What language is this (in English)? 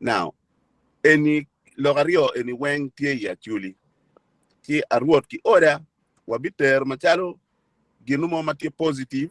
Acoli